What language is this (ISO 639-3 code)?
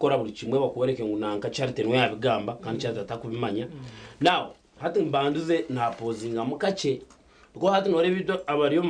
nyn